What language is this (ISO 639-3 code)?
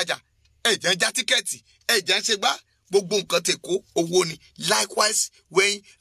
yor